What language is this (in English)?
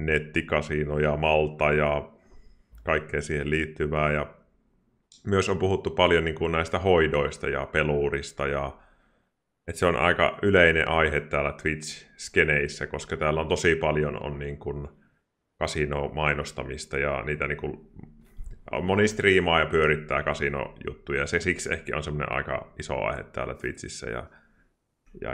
Finnish